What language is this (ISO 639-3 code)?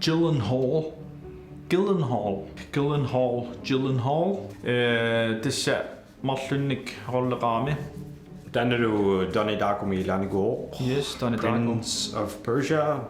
kal